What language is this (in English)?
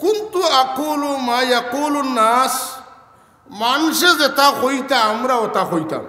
Sylheti